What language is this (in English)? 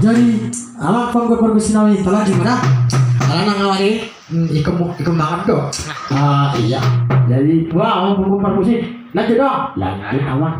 Batak Toba